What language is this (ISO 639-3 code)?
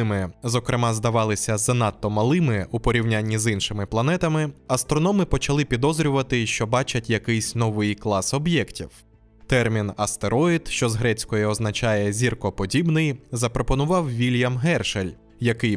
ukr